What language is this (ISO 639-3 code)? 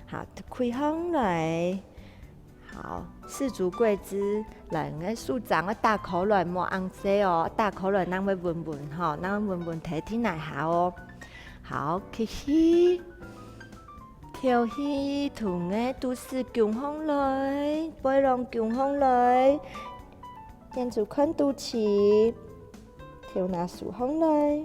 hak